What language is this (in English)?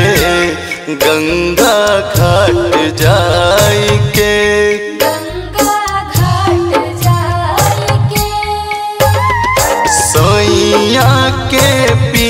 Bhojpuri